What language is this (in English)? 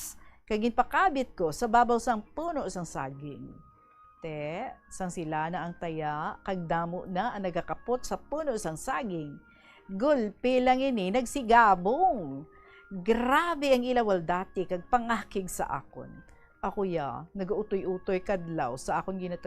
Hiligaynon